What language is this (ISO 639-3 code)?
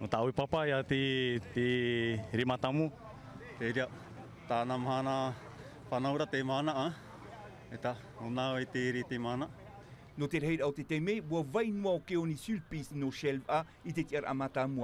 tah